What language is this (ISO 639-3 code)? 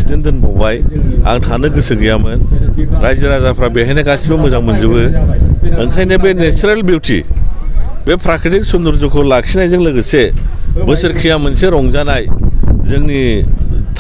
brx